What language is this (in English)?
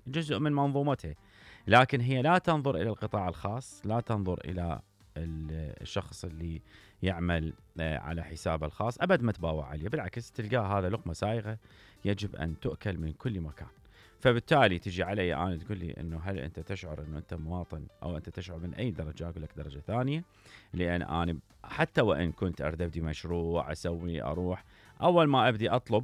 Mesopotamian Arabic